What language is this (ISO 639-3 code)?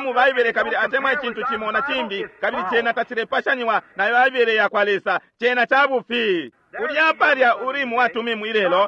bem